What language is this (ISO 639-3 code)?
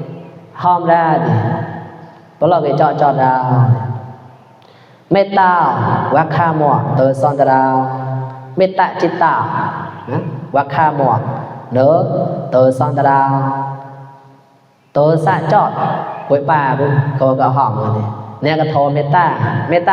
mnw